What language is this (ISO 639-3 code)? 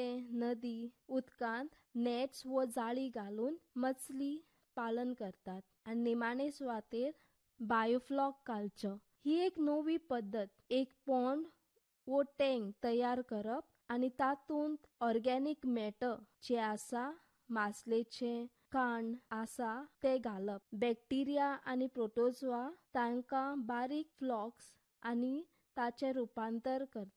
kok